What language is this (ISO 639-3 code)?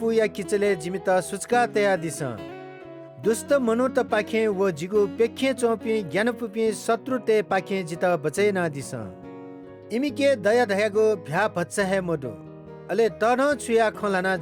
new